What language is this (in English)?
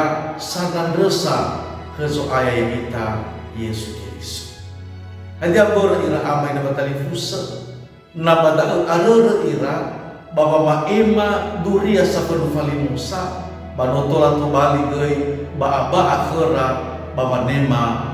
Nias